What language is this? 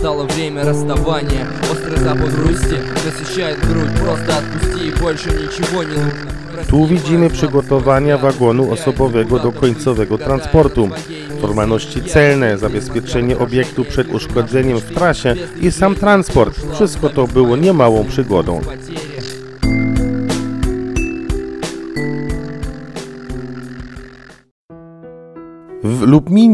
Polish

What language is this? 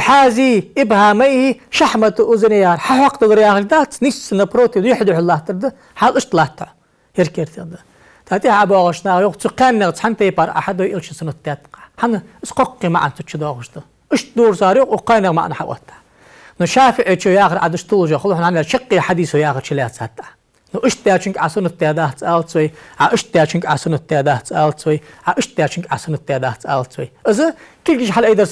Ingush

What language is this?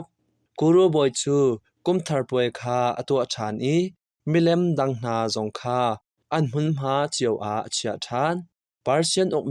Hakha Chin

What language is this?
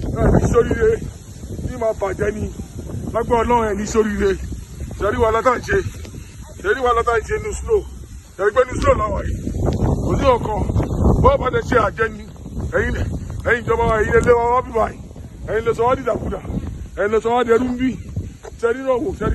Yoruba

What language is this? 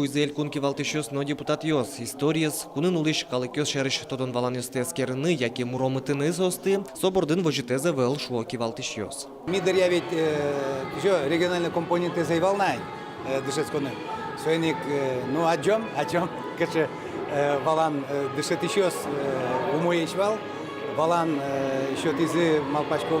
Udmurt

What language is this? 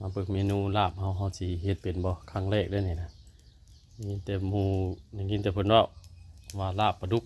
Northeastern Thai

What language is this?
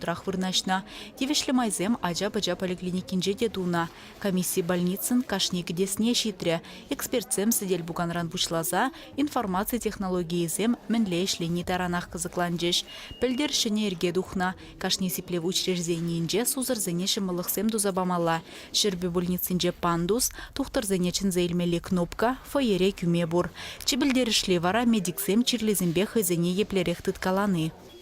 Chuvash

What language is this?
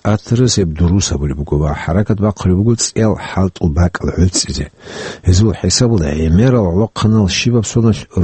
Avaric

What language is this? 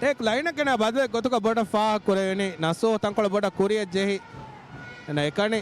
Divehi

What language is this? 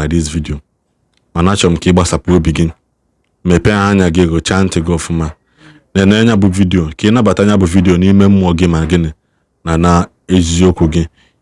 Igbo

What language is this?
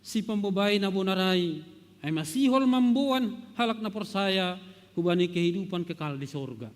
Batak Simalungun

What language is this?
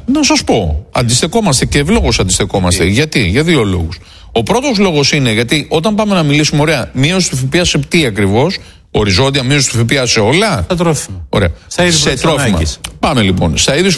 Greek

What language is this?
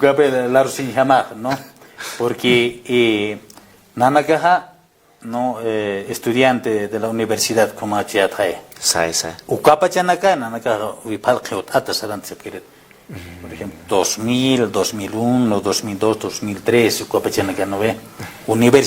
Aymara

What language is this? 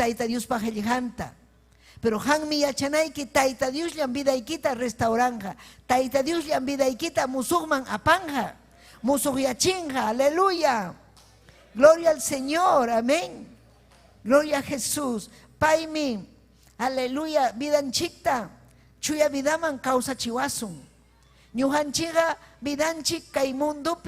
Ayacucho Quechua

